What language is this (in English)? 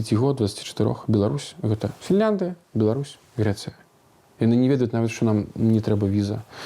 Belarusian